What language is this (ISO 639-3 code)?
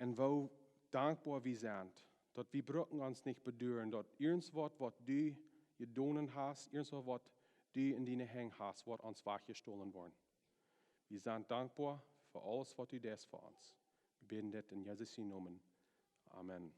pdt